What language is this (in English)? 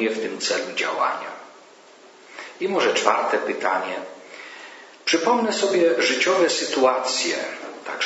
Polish